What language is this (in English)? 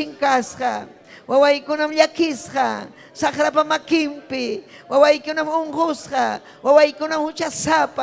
Ayacucho Quechua